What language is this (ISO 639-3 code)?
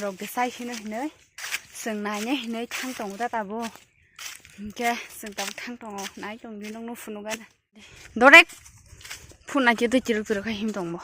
trp